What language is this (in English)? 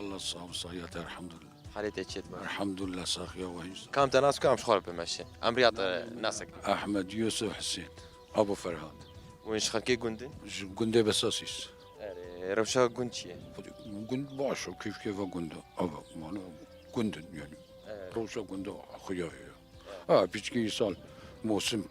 Kurdish